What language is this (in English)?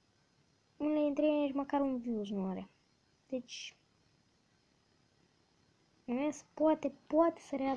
Romanian